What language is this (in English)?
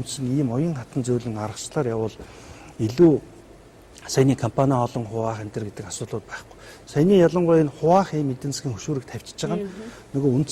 Mongolian